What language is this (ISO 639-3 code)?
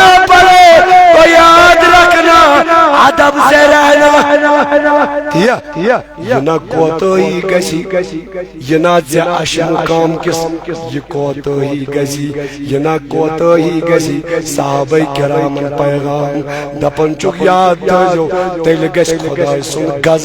kas